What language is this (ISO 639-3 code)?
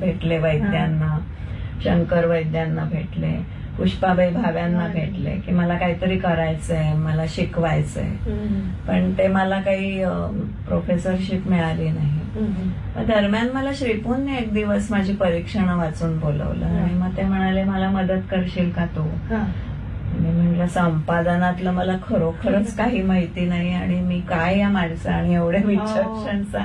mar